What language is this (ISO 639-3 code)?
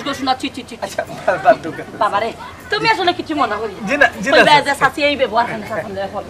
syl